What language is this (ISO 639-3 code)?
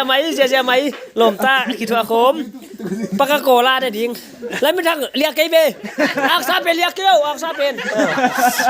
pck